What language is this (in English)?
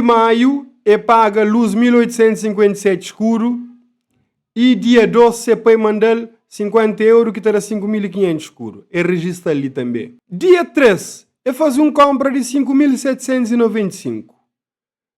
Kabuverdianu